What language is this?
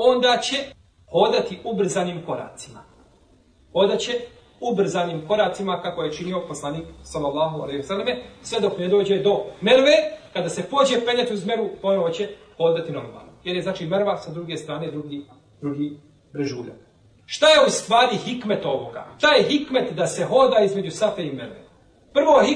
Bosnian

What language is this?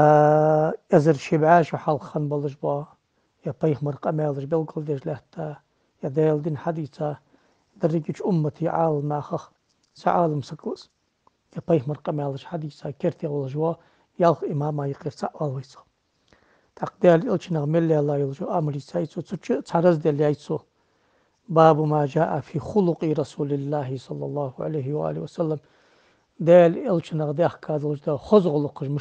Ingush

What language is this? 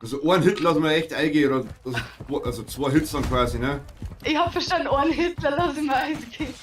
Bavarian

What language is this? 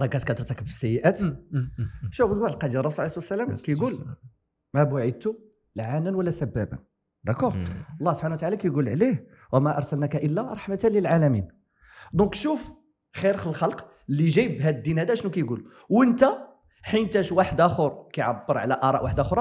Moroccan Arabic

